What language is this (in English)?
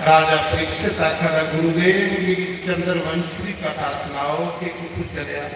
Dogri